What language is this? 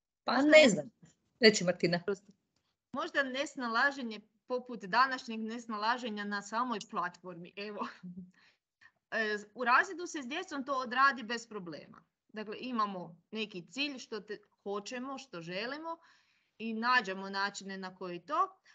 Croatian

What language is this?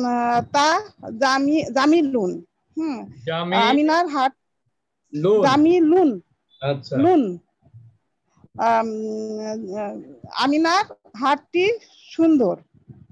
Bangla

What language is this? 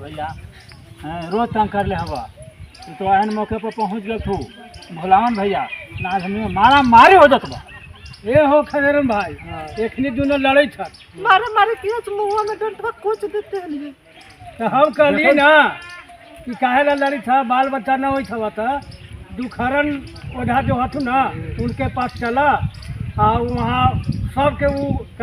Magahi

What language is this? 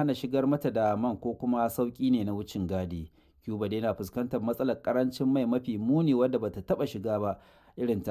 Hausa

